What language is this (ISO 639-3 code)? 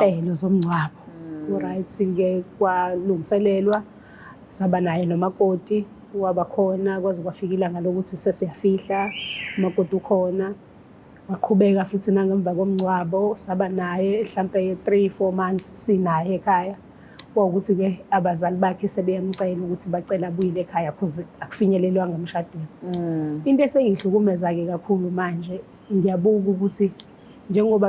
zul